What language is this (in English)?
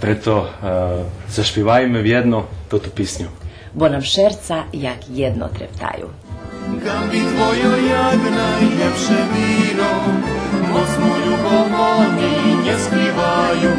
Rusyn